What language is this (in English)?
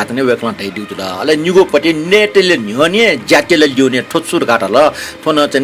Newari